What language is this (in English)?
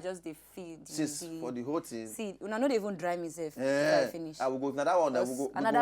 Nigerian Pidgin